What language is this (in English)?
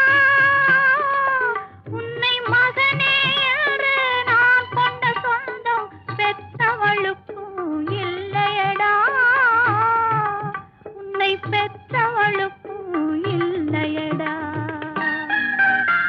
Tamil